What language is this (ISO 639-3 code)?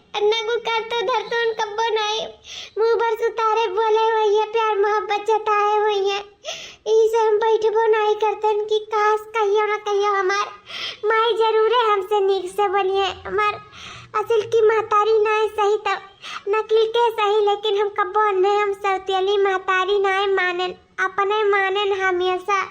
awa